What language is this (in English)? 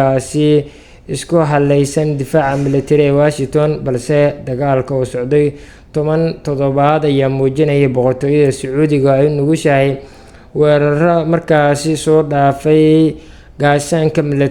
Somali